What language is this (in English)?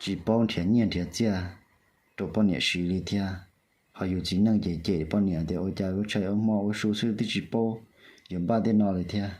Hmong